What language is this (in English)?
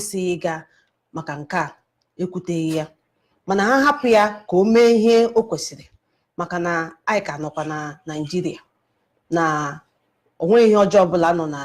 Igbo